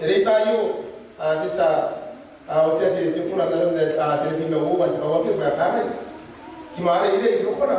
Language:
Gilbertese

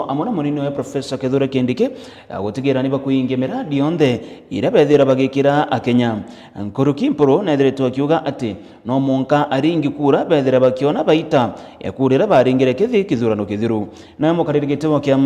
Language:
Meru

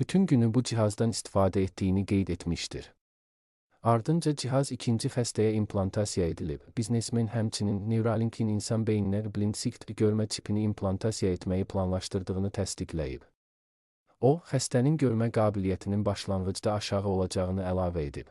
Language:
Azerbaijani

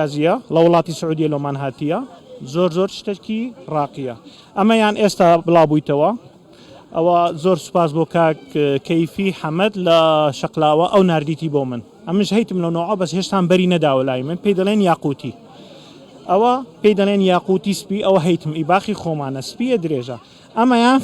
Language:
Central Kurdish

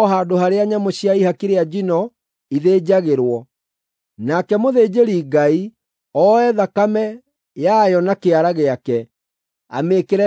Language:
Kikuyu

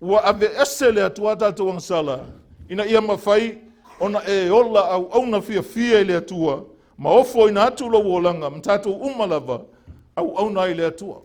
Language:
Samoan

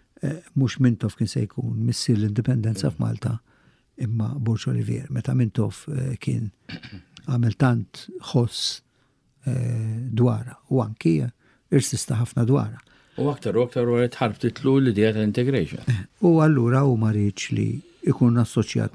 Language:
Maltese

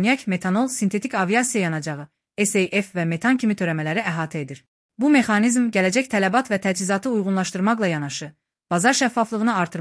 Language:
Azerbaijani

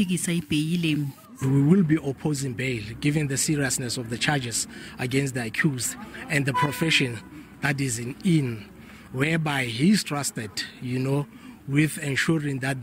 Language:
Zulu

